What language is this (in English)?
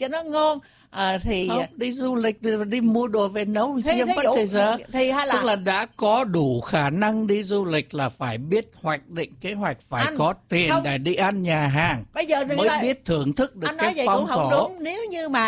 Vietnamese